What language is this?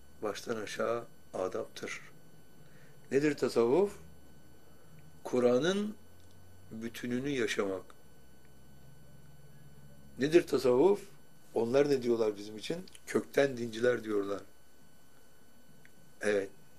Turkish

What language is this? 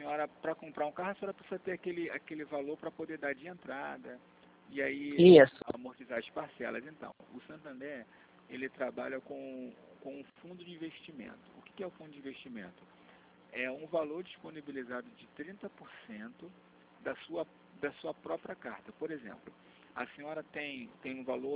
Portuguese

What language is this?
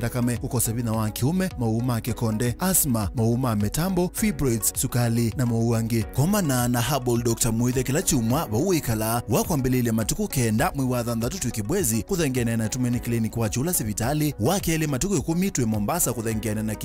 Kamba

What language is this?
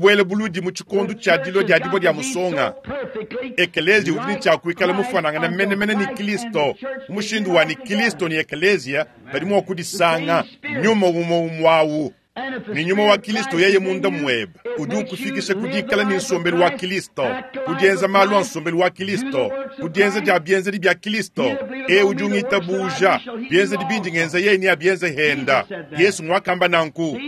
Luba-Lulua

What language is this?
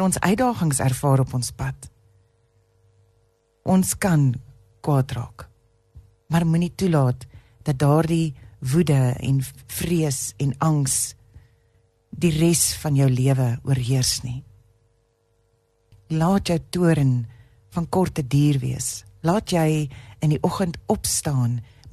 Afrikaans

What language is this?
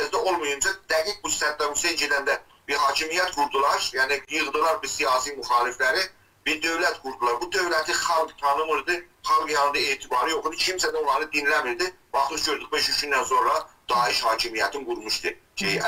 South Azerbaijani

